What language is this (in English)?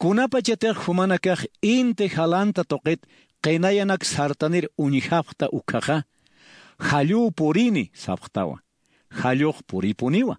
Aymara